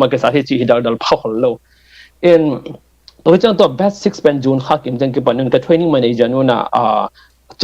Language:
Tedim Chin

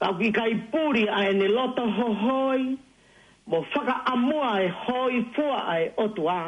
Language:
Tongan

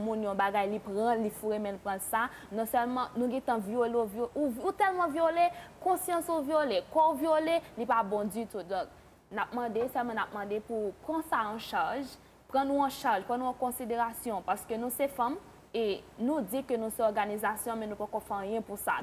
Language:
Haitian Creole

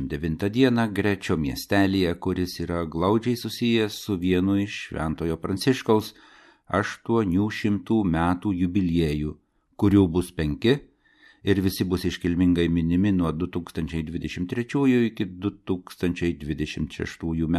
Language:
Lithuanian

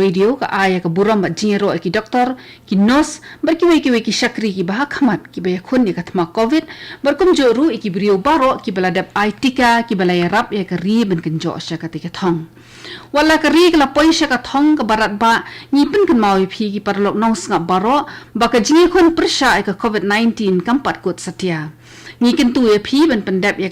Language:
Khasi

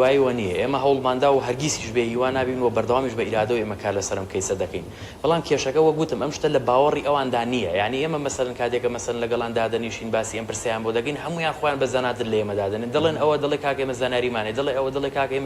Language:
Central Kurdish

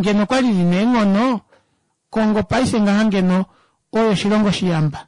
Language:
Kuanyama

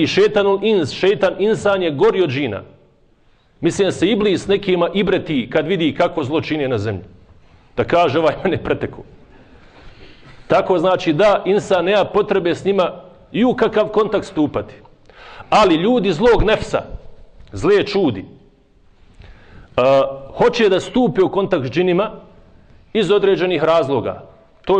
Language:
Bosnian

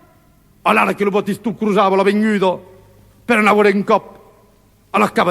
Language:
Occitan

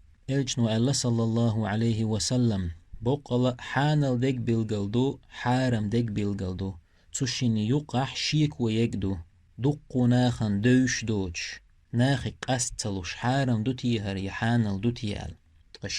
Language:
Chechen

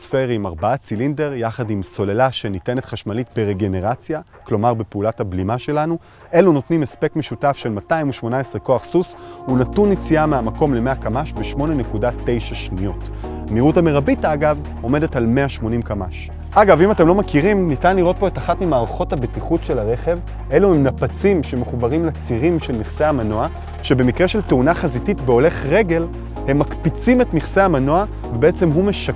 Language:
Hebrew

